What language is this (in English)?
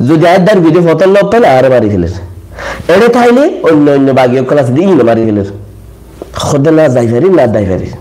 Rohingya